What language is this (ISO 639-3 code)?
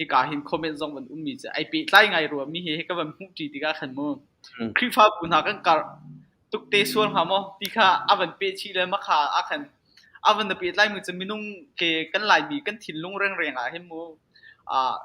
cnh